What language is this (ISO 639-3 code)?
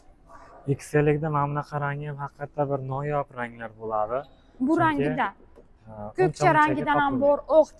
uzb